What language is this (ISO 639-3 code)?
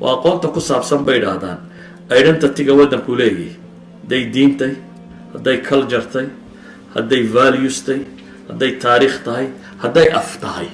som